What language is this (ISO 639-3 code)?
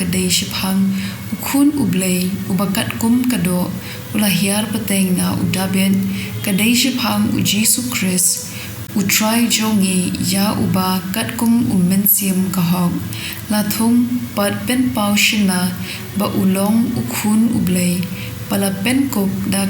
kha